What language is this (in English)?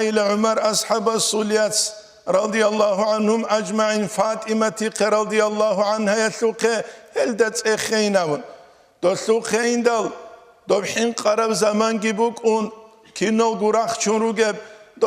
Avaric